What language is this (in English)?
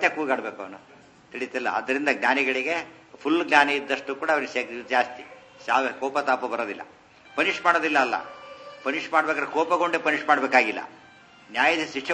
Kannada